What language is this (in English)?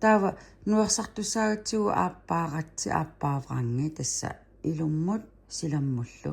Kalaallisut